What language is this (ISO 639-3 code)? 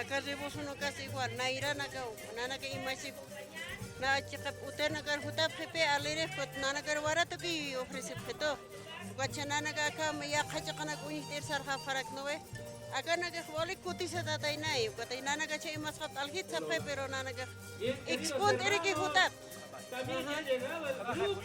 aym